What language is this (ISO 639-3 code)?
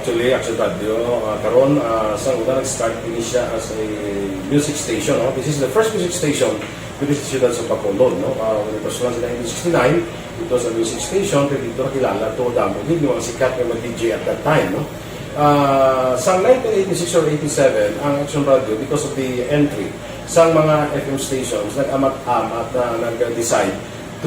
hil